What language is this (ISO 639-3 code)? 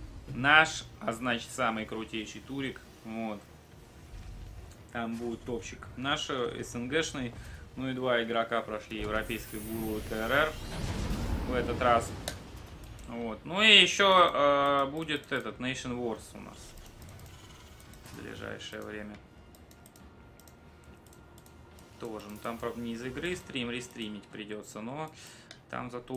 rus